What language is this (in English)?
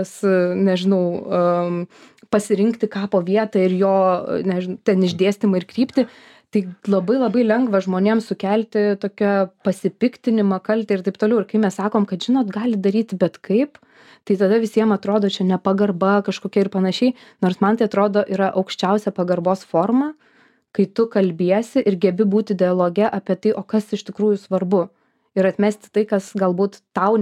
Lithuanian